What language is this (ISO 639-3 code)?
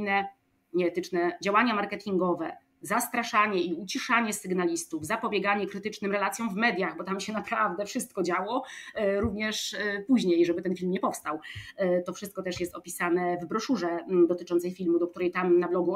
pol